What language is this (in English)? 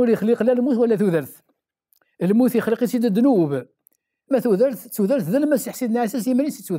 Kabyle